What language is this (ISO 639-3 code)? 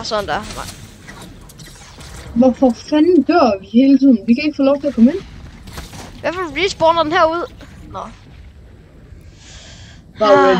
dan